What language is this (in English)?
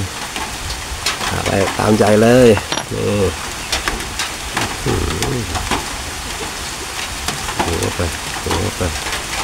Thai